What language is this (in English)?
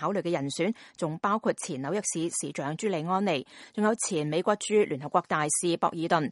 Cantonese